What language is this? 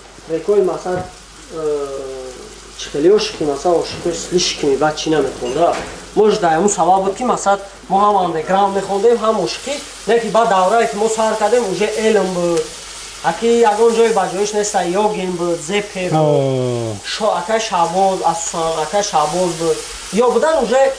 Tajik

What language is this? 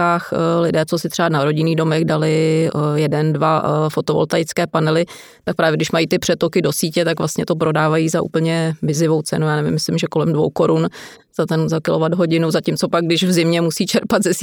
Czech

